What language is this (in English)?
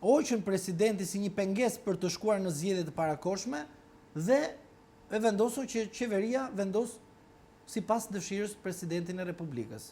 Albanian